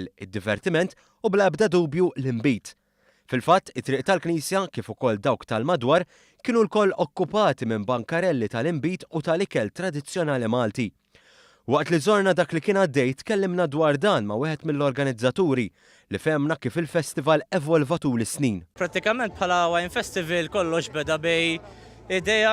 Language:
Maltese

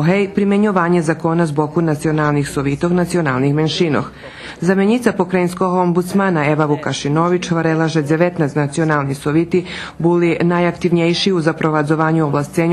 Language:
Rusyn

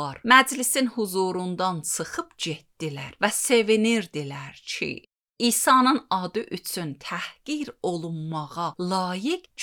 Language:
Azerbaijani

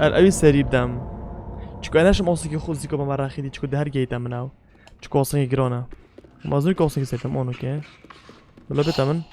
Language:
Kurdish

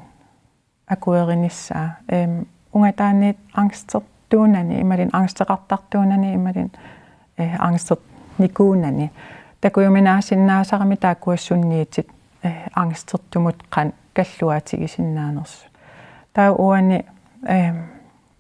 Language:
Kalaallisut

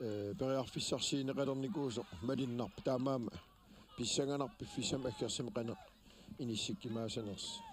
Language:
Kalaallisut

